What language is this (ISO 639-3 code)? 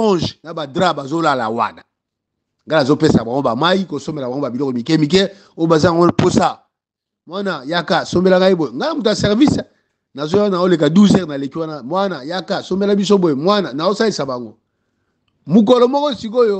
lin